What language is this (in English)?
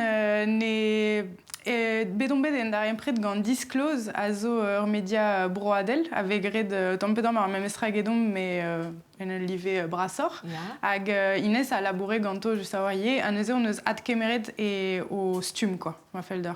Breton